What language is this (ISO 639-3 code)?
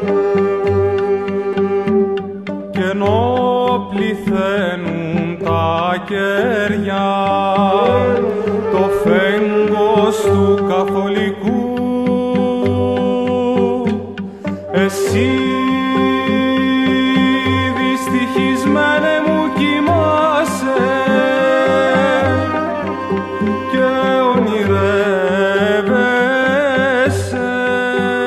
ell